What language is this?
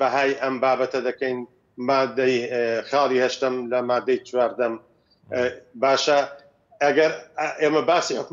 Central Kurdish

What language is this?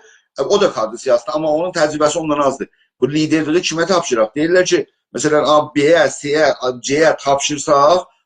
South Azerbaijani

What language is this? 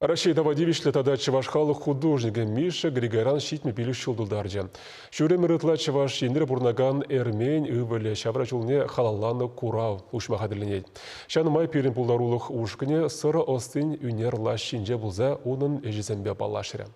Chuvash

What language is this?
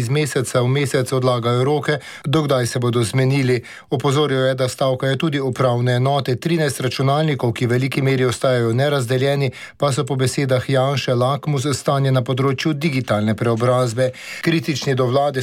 Slovenian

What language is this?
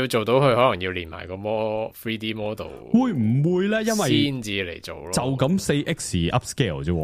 Cantonese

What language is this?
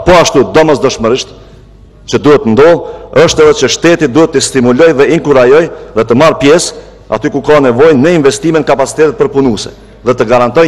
Albanian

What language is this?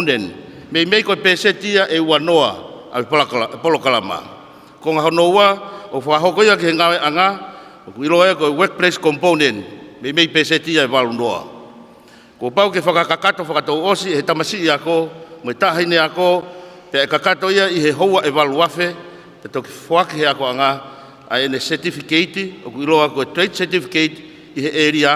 Tongan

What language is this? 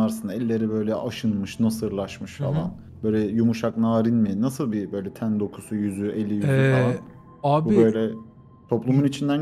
Turkish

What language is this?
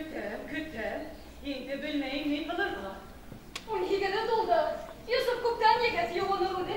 Bashkir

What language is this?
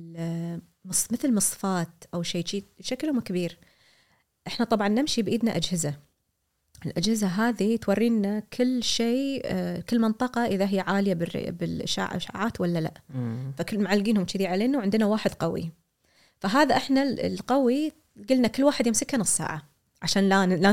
Gulf Arabic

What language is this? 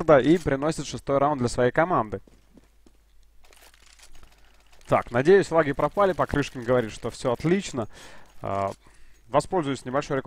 Russian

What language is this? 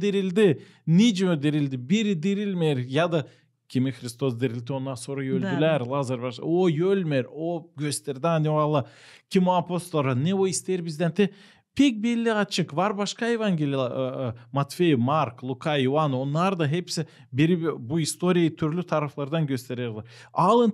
Gagauz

